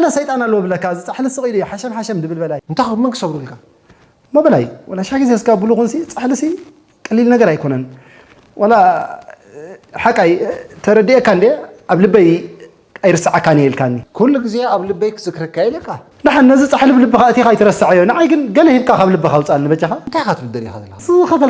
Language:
Tigrinya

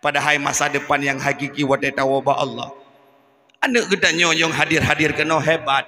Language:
Achinese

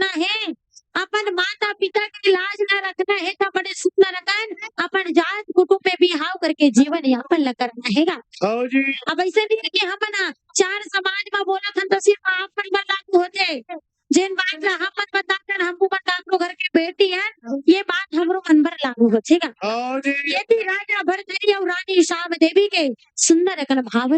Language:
Chhattisgarhi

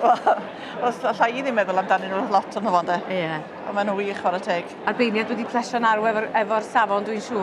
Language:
Welsh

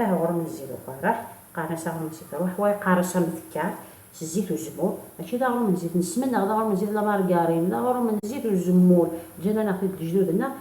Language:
Kabyle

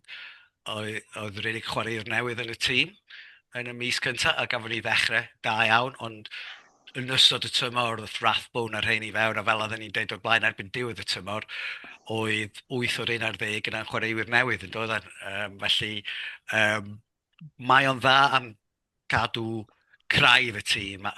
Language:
Welsh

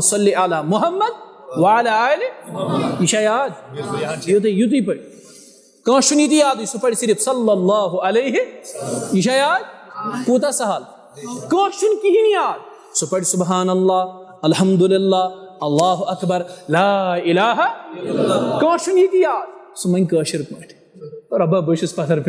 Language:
Kashmiri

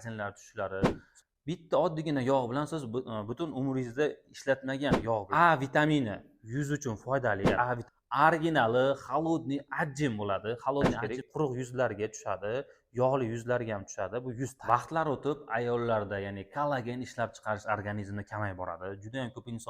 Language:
Uzbek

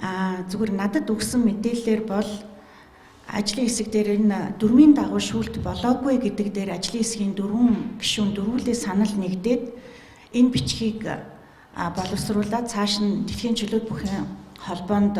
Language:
Mongolian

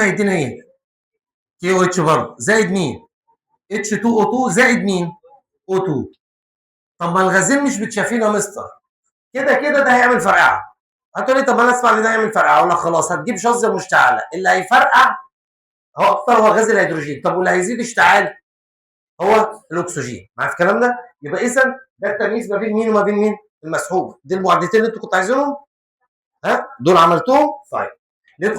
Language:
Egyptian Arabic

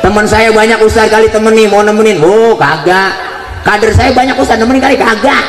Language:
Betawi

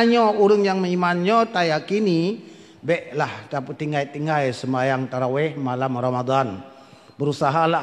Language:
Achinese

